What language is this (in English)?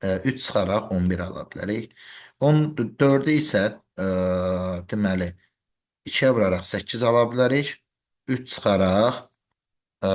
Azerbaijani